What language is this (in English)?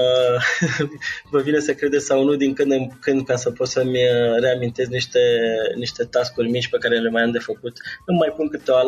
Romanian